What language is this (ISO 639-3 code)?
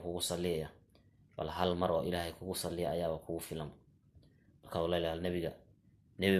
som